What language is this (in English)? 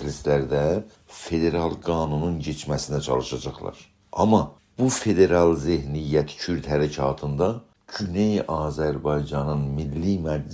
South Azerbaijani